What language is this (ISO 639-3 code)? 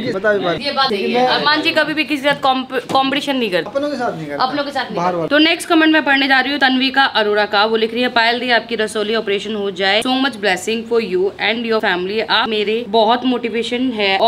hin